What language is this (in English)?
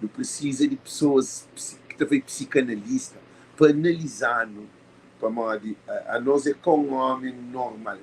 Kabuverdianu